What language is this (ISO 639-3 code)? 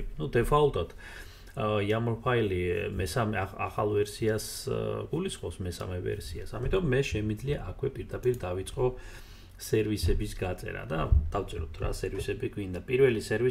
kat